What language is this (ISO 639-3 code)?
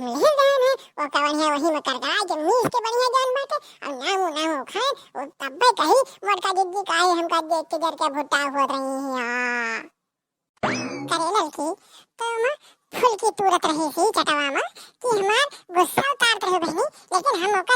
awa